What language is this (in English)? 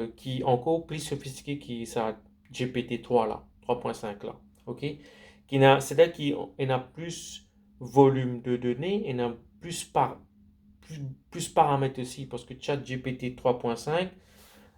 Morisyen